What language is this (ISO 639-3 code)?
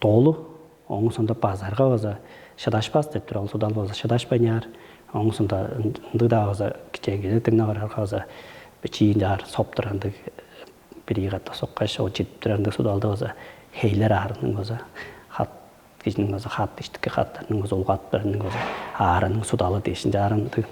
tyv